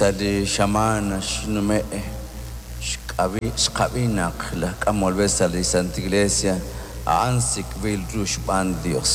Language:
Kekchí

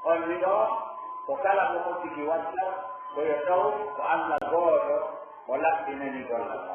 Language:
Pular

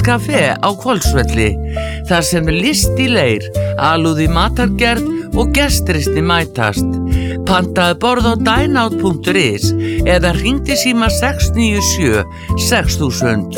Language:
Icelandic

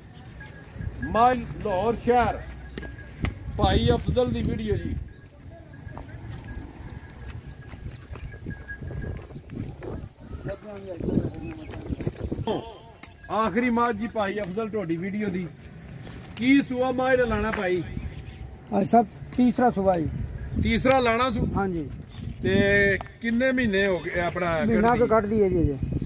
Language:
Punjabi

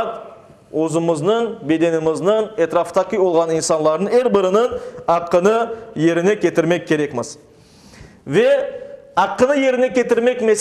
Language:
Crimean Tatar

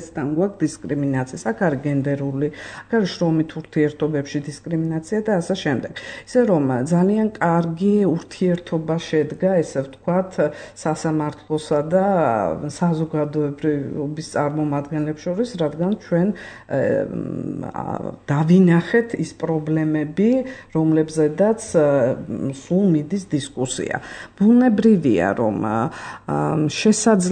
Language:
Georgian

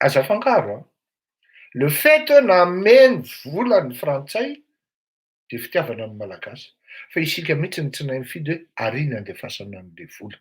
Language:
Malagasy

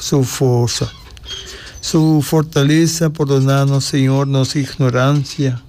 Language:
Papiamento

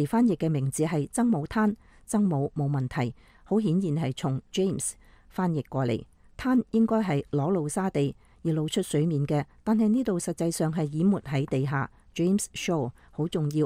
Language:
Cantonese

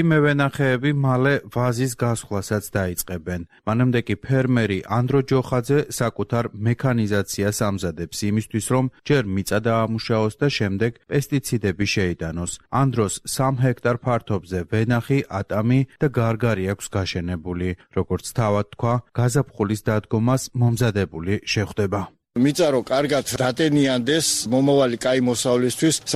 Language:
Georgian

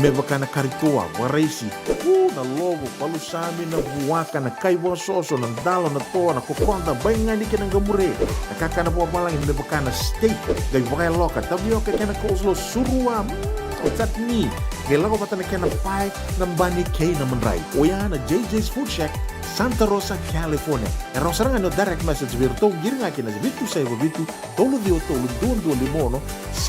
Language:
Fijian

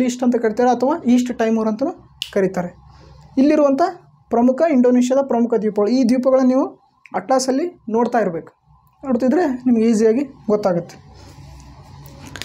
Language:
Kannada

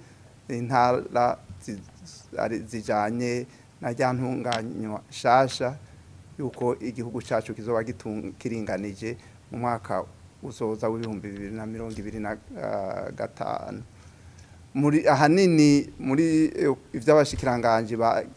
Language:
Rundi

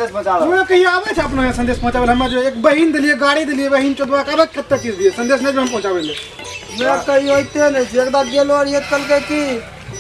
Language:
Maithili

